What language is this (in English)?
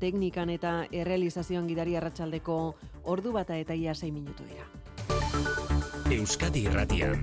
Basque